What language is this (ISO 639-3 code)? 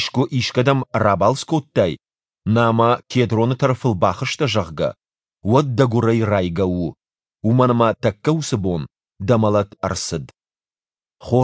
oss